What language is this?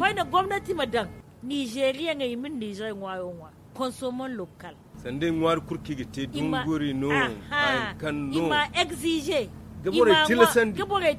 Zarma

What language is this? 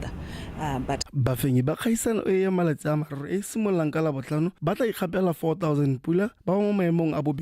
Tswana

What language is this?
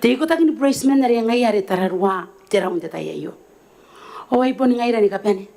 Gilbertese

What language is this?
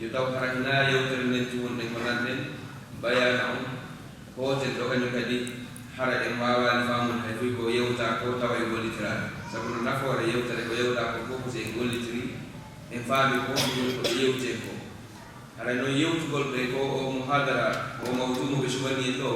Fula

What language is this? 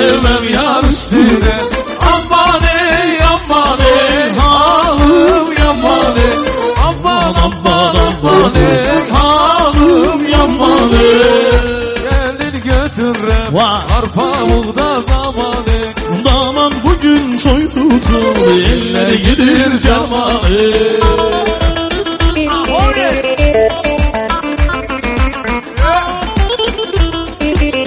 Turkish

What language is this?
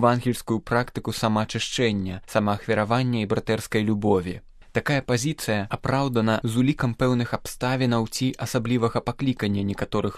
Belarusian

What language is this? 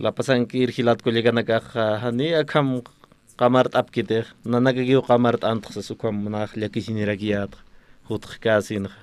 Aymara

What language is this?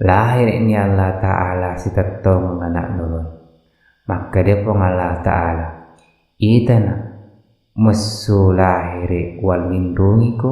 Buginese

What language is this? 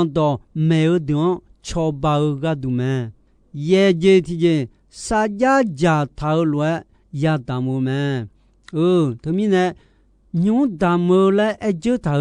Akha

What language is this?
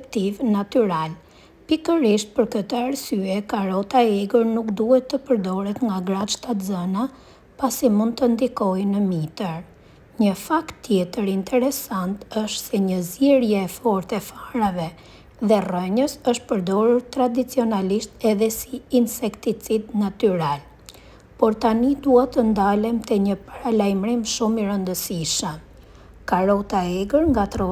Albanian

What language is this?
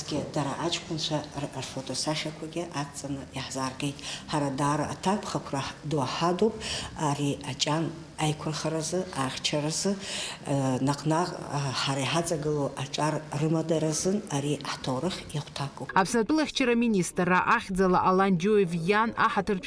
Abkhazian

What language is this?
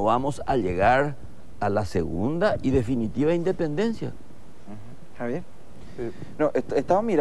Spanish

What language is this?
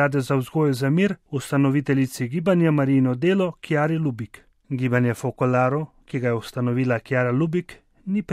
Slovenian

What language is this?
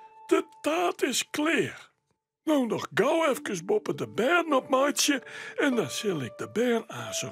Western Frisian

